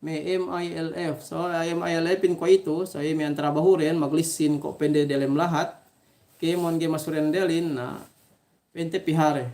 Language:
Yakan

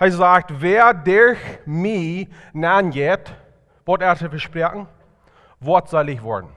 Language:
Plautdietsch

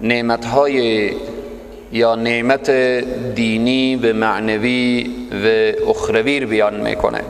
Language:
Persian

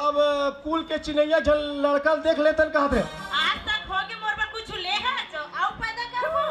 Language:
Chhattisgarhi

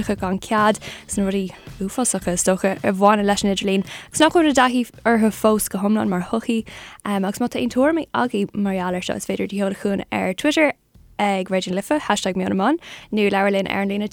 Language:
Irish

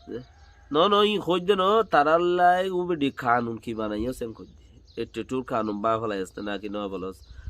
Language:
Rohingya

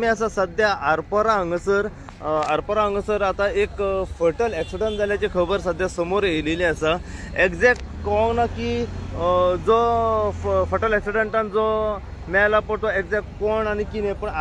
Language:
Konkani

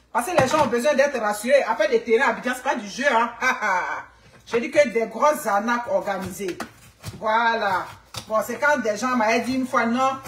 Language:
French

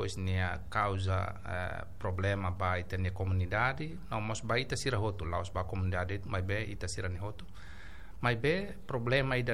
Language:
Tetum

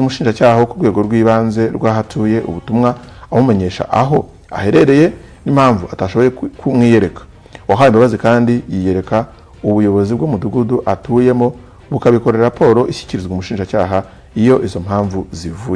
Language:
Kinyarwanda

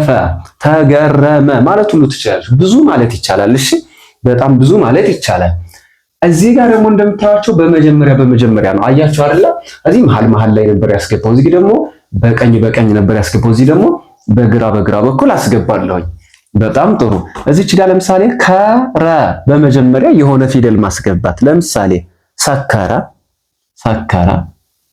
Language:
Amharic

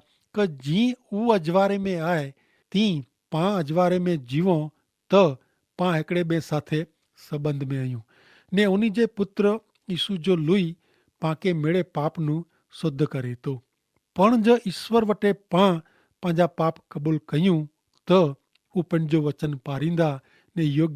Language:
Kachhi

